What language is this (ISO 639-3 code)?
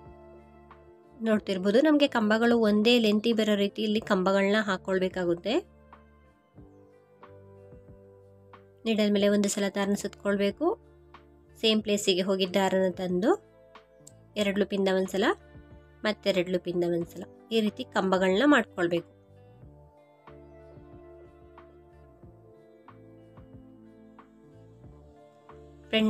kan